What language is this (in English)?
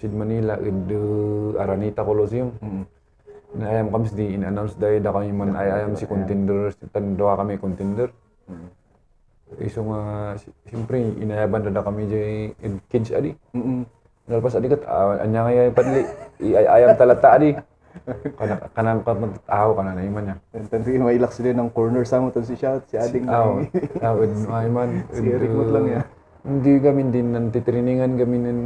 Kankanaey